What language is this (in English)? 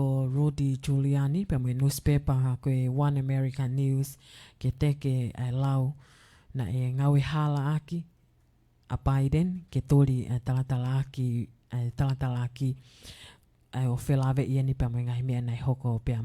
Tongan